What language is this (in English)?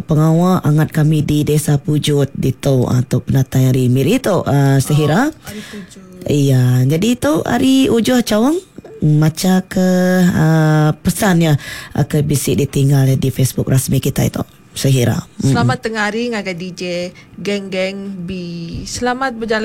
Iban